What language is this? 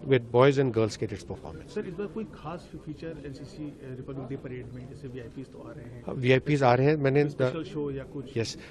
Hindi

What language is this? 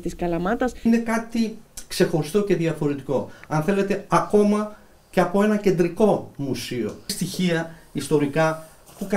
Greek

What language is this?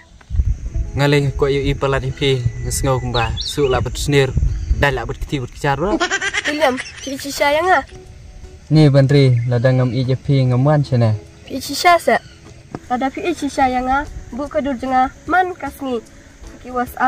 Khasi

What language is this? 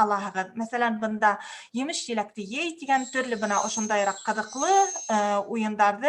Bashkir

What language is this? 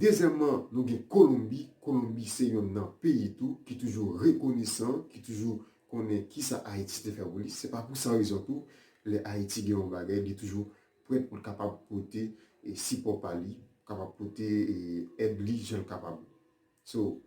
Haitian Creole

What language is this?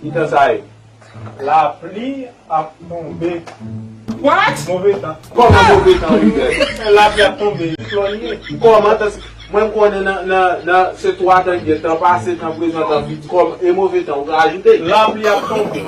Haitian Creole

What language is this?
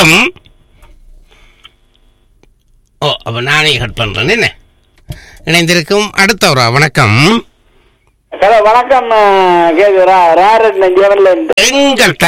Tamil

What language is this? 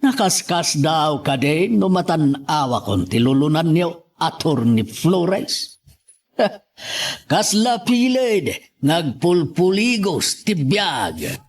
Iloko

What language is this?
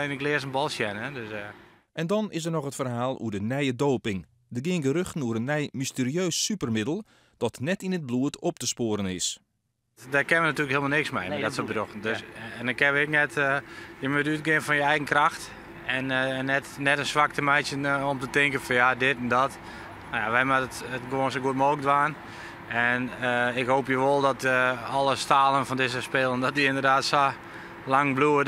Western Frisian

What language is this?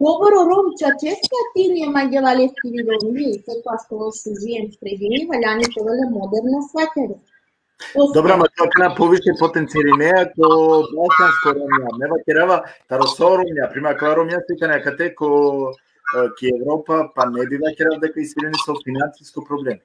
Balkan Romani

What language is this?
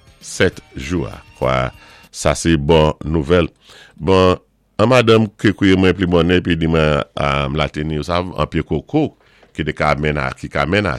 Saint Lucian Creole French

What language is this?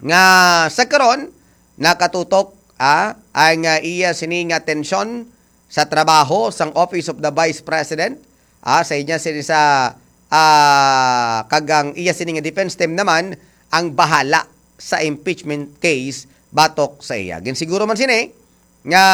Hiligaynon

